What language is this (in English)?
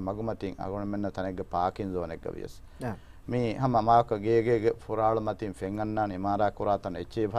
Divehi